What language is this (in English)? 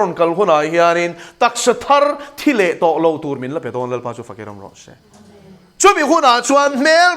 Mizo